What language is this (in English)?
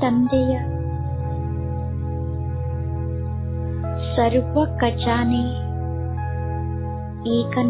Kannada